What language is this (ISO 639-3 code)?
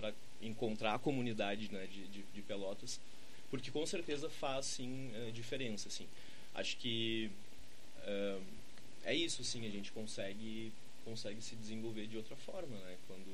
por